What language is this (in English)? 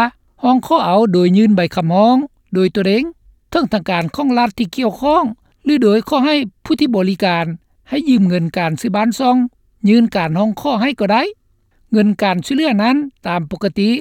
Lao